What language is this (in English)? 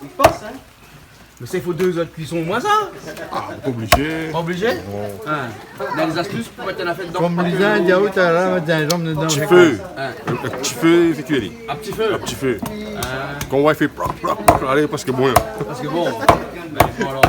Réunion Creole French